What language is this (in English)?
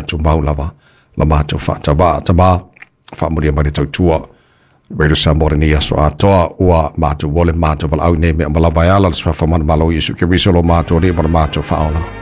Samoan